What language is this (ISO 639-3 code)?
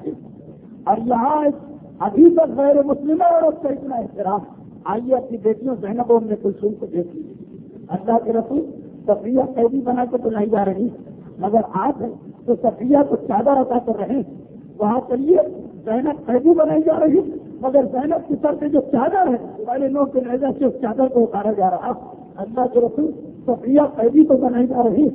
urd